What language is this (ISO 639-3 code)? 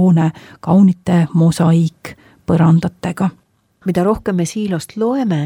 est